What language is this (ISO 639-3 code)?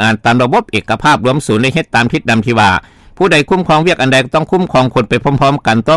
lao